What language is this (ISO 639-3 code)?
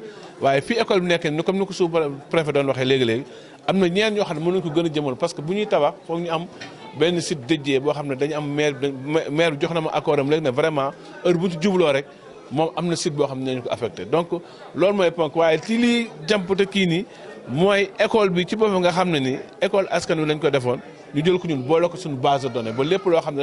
wol